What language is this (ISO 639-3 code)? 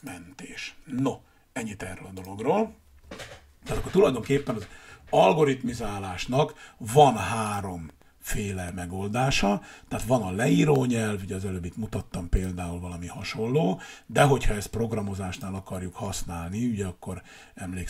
hun